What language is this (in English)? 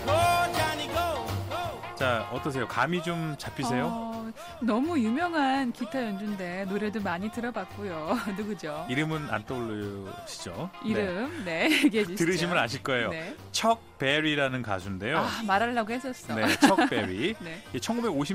Korean